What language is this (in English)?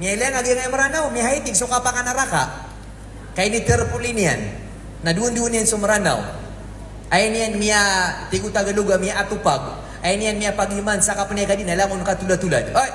Maranao